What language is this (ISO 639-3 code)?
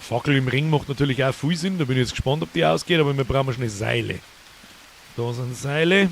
bar